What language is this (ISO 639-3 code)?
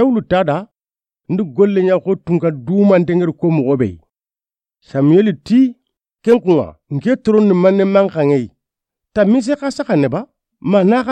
snk